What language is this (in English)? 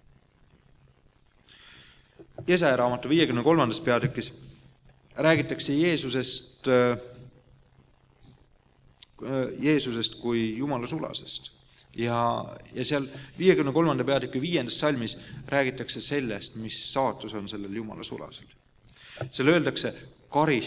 Estonian